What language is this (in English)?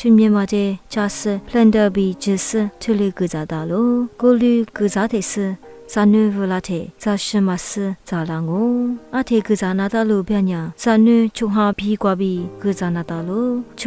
Lisu